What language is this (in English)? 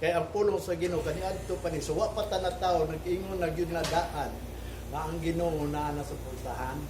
Cebuano